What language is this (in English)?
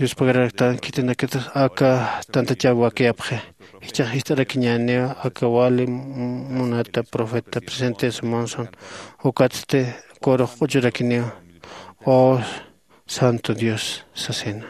Aymara